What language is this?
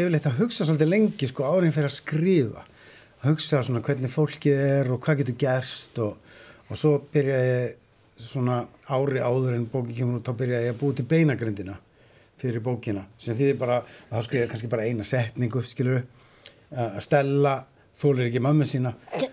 Icelandic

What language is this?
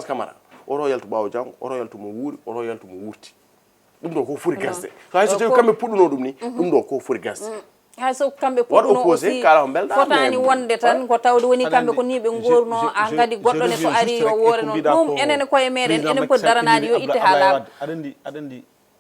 Fula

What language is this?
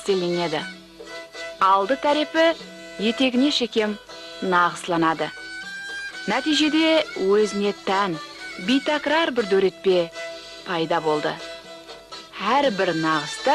Kara-Kalpak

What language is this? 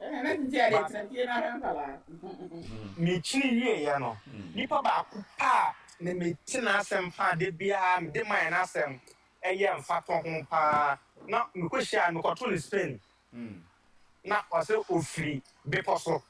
Akan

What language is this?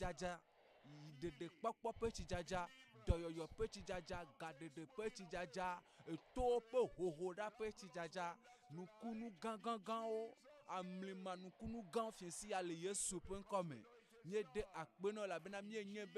Ewe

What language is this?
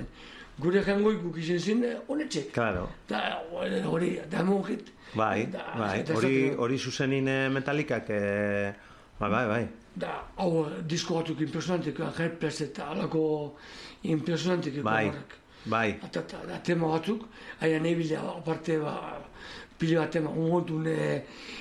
Basque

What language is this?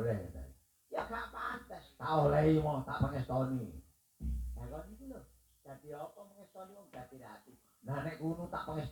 Javanese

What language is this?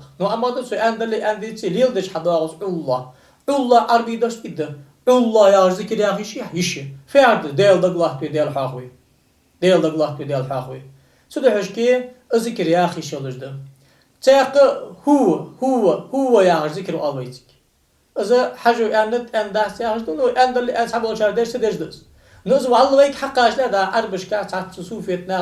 Ingush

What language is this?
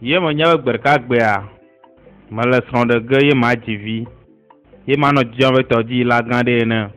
Ewe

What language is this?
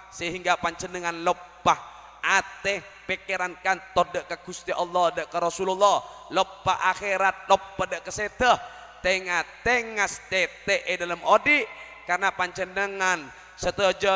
Madurese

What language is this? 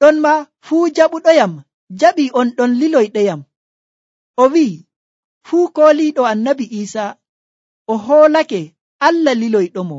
Nigerian Fulfulde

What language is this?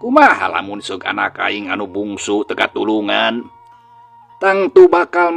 Sundanese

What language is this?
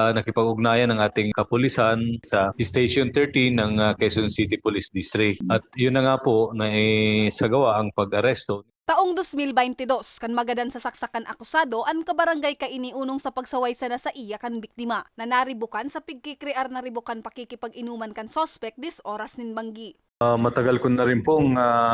Bikol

